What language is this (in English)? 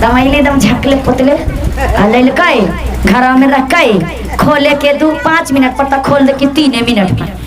Magahi